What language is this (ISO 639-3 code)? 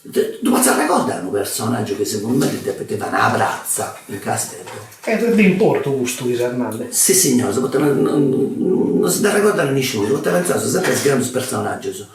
srd